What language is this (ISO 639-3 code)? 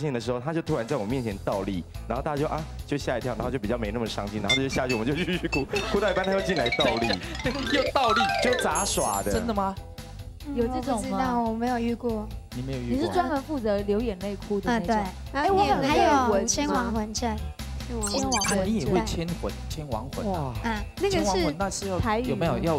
zho